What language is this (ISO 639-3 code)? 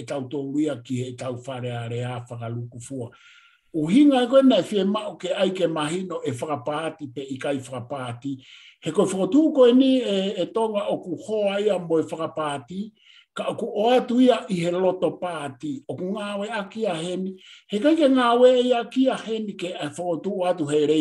ton